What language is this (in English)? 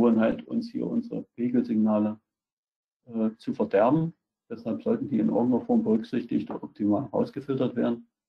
German